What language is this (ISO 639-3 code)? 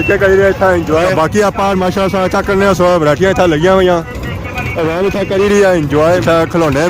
phr